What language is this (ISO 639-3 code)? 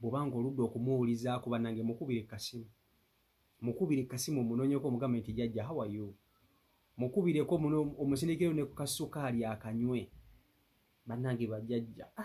lug